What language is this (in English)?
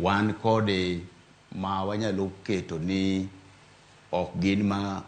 Luo (Kenya and Tanzania)